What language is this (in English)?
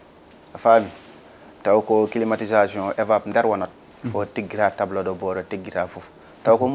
Fula